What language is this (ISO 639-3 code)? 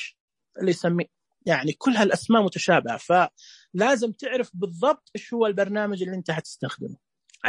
ars